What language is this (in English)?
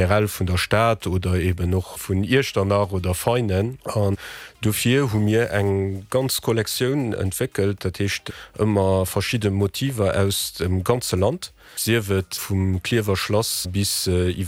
Luxembourgish